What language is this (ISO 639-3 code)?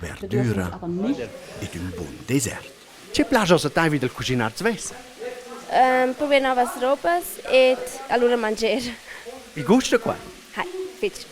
roh